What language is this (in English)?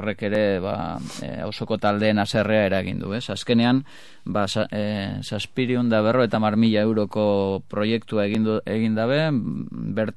Basque